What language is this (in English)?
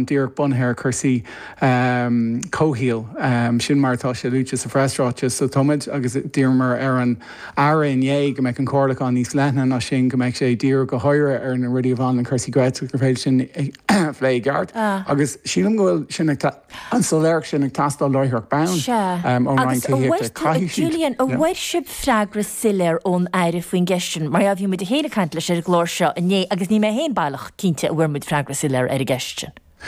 Irish